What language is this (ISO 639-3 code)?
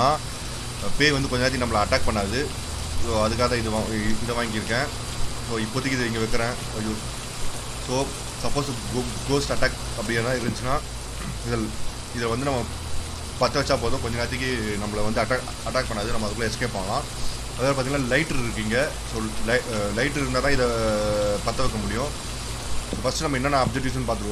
tam